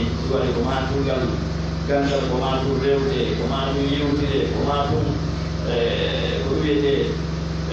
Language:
Pular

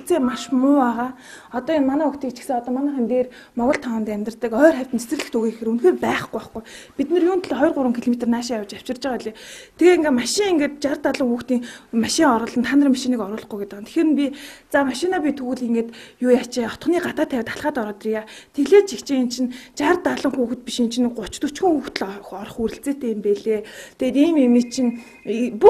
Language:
Mongolian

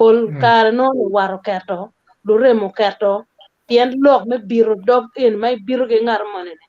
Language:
Acoli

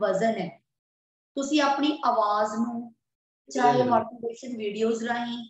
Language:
Punjabi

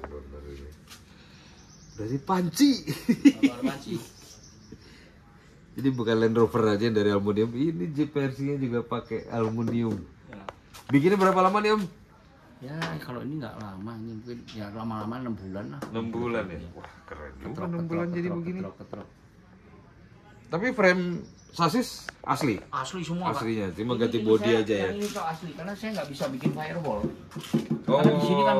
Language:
Indonesian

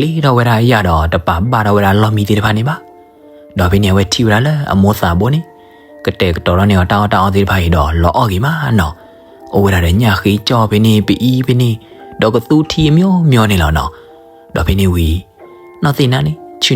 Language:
S'gaw Karen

